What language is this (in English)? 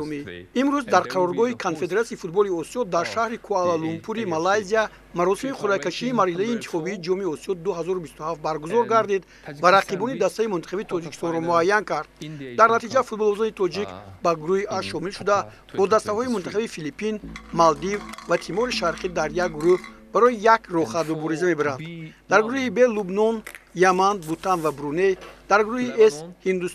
Tajik